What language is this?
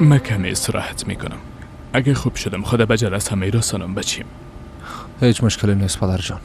Persian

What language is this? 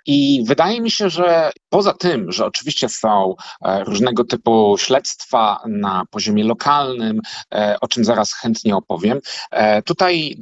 Polish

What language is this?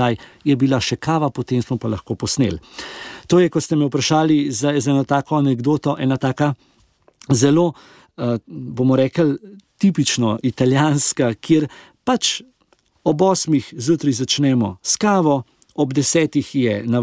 Slovenian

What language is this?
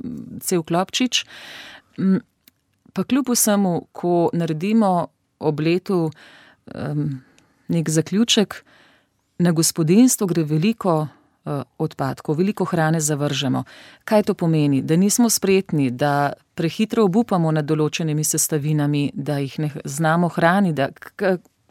Slovenian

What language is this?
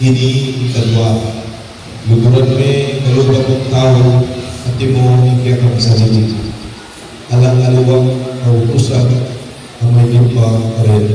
Pampanga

